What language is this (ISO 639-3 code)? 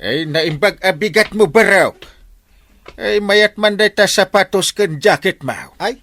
ilo